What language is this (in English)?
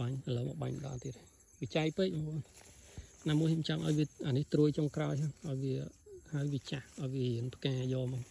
Khmer